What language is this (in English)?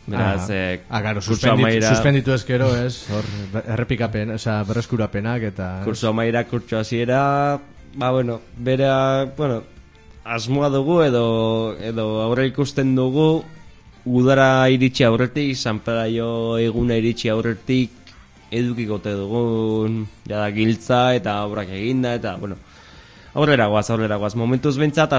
Basque